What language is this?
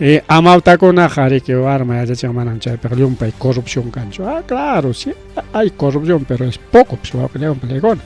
Ayacucho Quechua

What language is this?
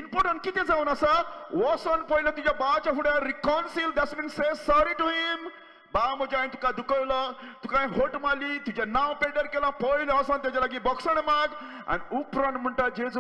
Konkani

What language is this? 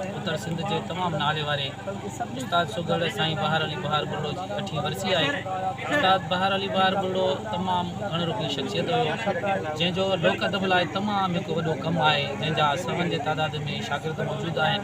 Sindhi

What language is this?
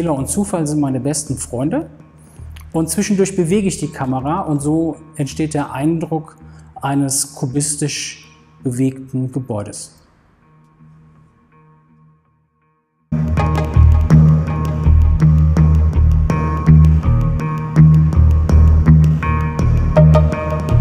German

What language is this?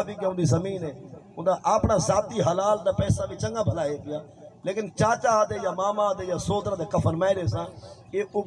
Saraiki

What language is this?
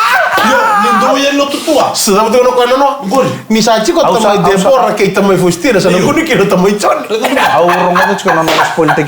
Fijian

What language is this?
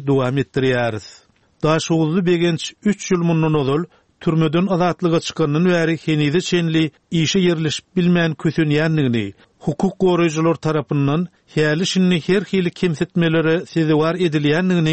Turkmen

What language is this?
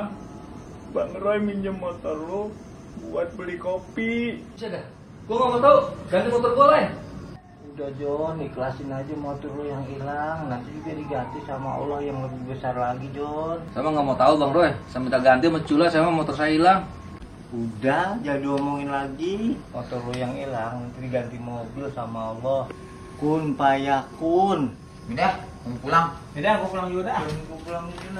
Betawi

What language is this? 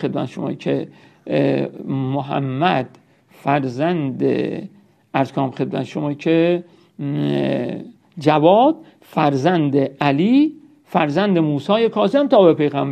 Persian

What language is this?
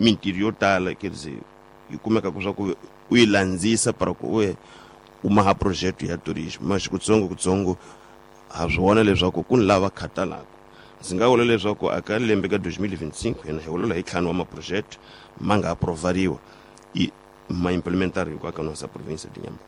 Tsonga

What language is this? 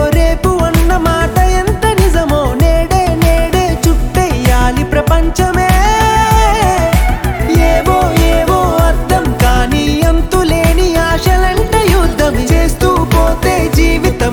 Telugu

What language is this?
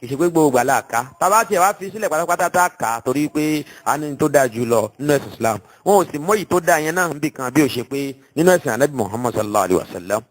Yoruba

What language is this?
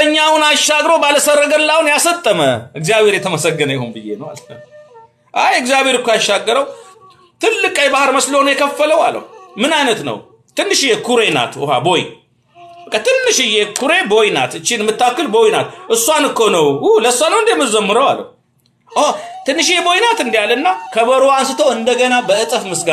Amharic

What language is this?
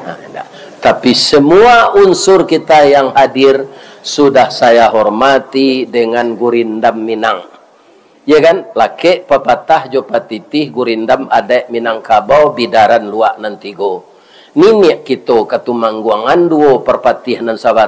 Minangkabau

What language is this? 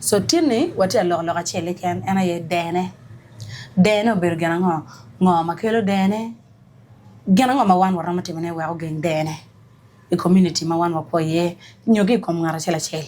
Acoli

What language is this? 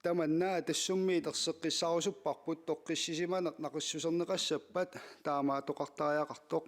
Kalaallisut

